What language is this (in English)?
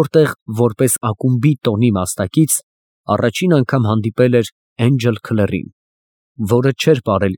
Armenian